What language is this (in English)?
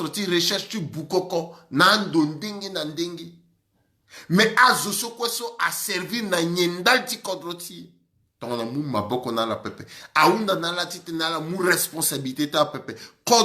Sango